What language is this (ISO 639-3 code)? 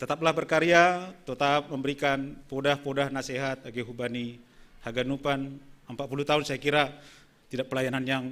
bts